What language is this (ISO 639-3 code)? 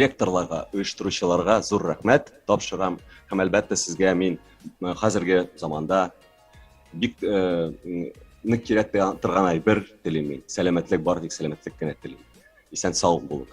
tat